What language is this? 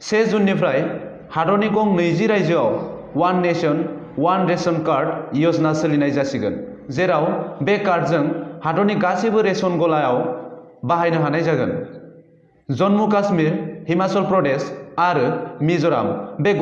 Bodo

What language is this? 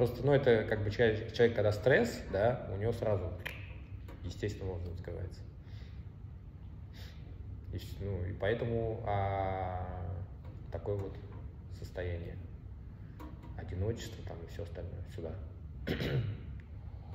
Russian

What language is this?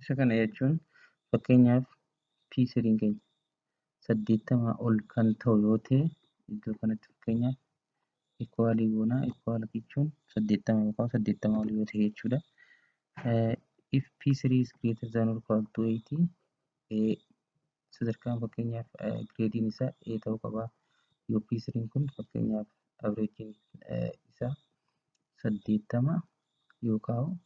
Oromo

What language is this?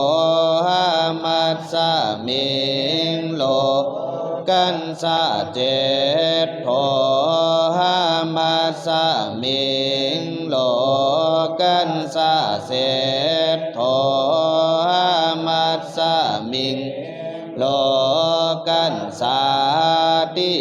Pali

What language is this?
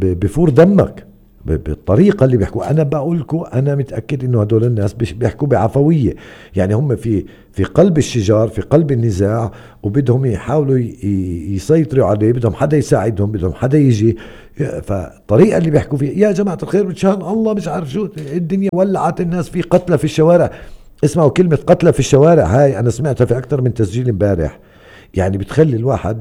North Levantine Arabic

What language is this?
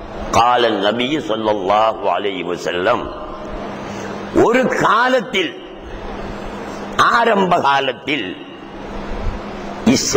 Tamil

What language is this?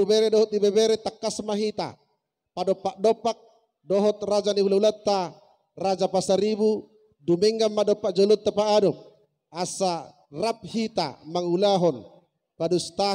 Batak Toba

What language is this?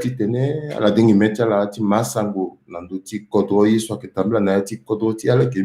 Sango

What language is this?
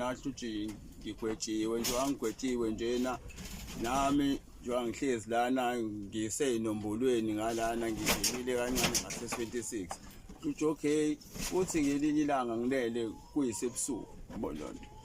Zulu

